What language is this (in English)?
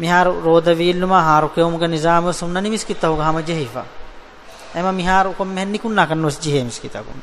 Divehi